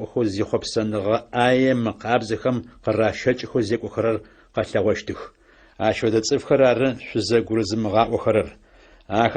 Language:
Adyghe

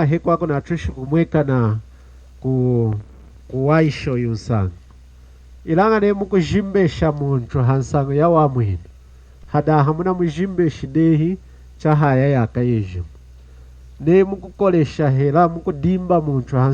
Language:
Lunda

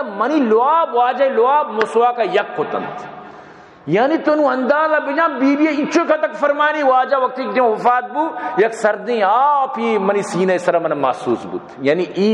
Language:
Baluchi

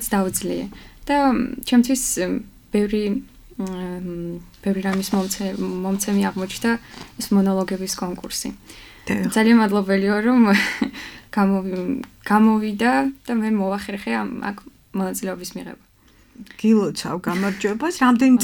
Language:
Georgian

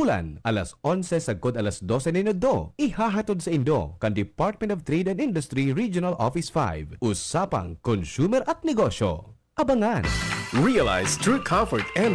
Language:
Bikol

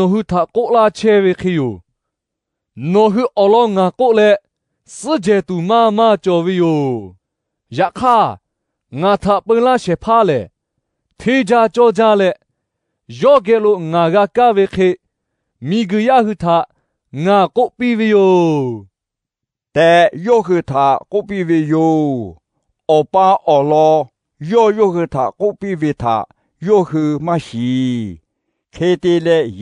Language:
Lahu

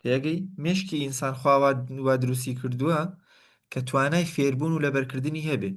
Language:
Central Kurdish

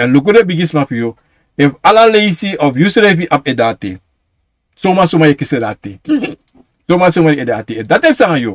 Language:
Sranan Tongo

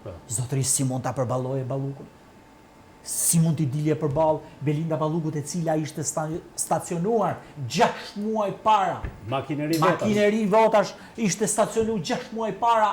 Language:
Albanian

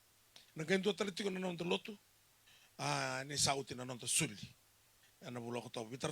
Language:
Fijian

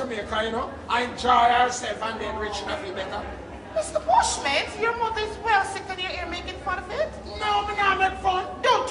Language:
Jamaican Creole English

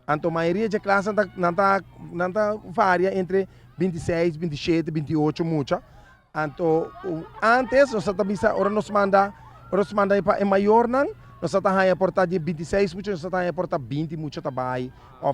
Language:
Papiamento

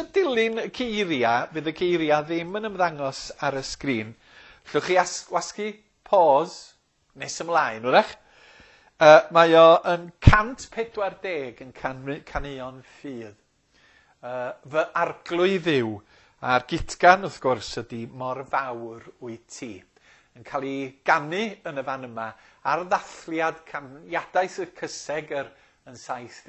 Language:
Welsh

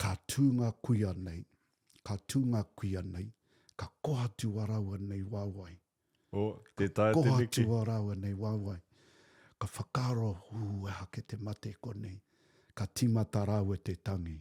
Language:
Māori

